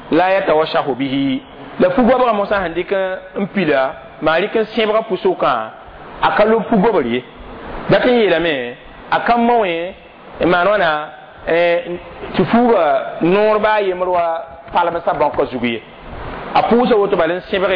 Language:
Mossi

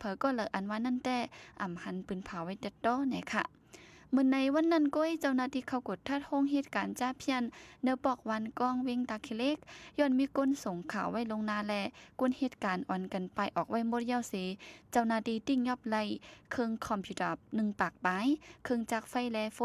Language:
Shan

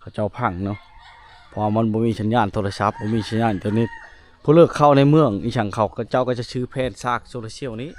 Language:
Lao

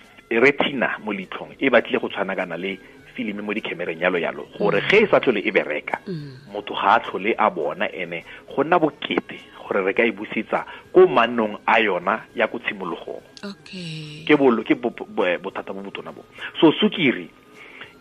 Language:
Tswana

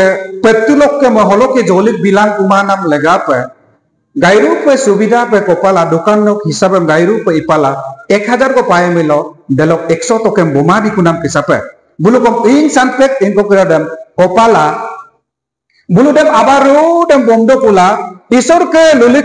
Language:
Adi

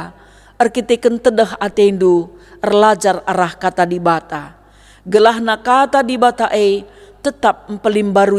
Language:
Batak Karo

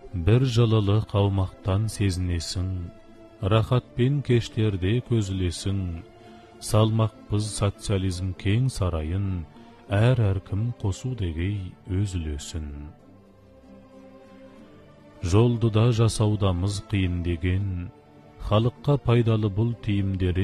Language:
Kazakh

